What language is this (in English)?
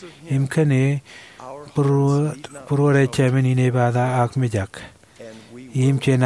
Marshallese